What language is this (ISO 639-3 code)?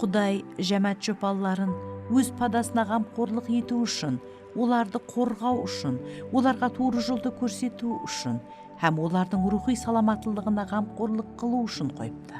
kaa